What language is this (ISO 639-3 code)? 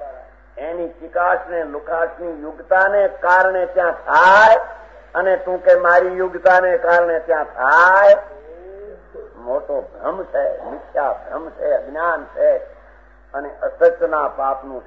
guj